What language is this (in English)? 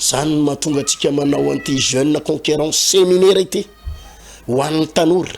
Malagasy